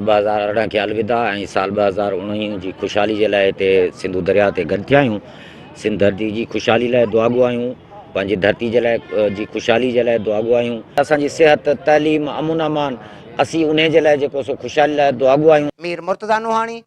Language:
Sindhi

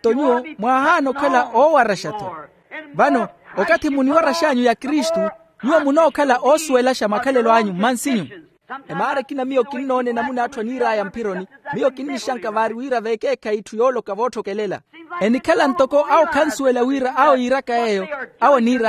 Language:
Makhuwa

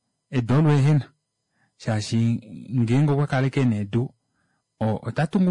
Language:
Kuanyama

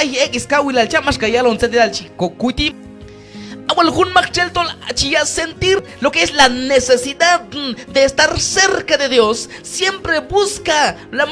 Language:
Q'anjob'al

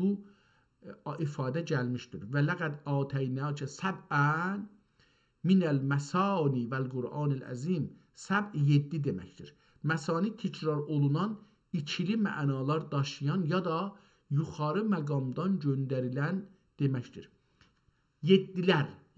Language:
South Azerbaijani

